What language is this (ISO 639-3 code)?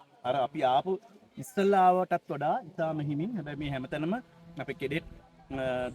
sin